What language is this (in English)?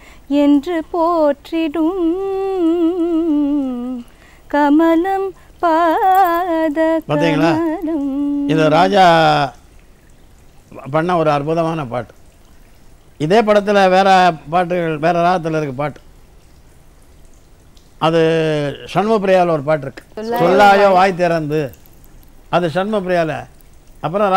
Tamil